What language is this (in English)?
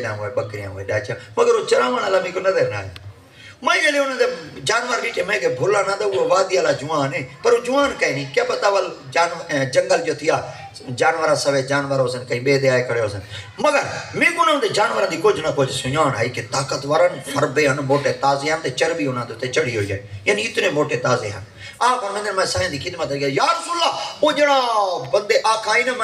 Saraiki